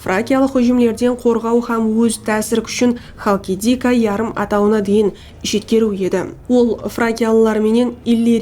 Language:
Kara-Kalpak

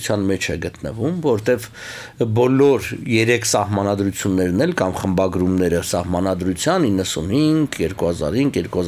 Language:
Armenian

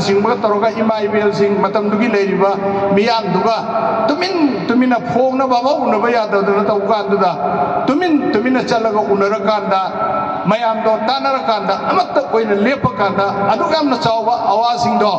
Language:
Manipuri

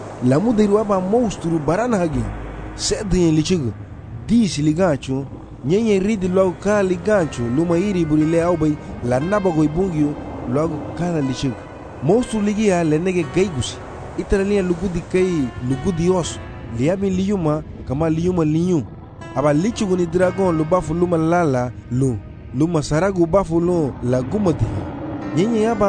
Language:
Garifuna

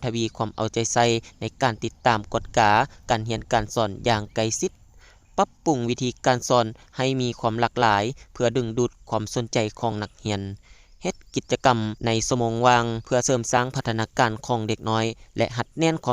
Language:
Lao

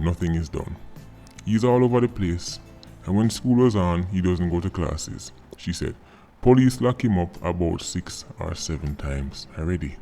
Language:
Jamaican Creole English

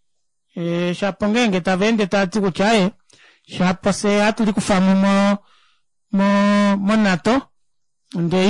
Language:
Kuanyama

